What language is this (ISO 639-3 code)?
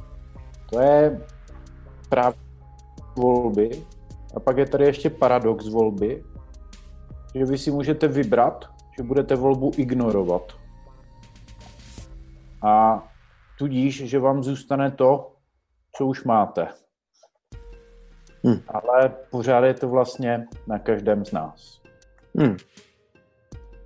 ces